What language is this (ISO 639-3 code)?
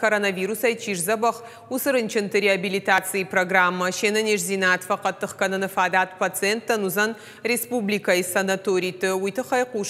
oss